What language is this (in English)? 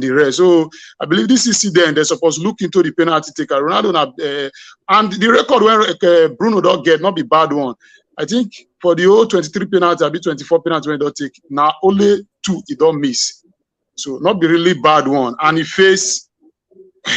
Nigerian Pidgin